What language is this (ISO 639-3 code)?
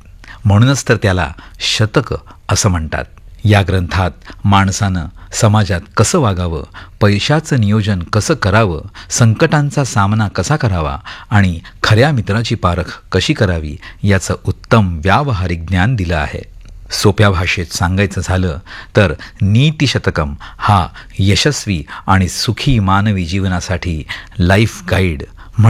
mar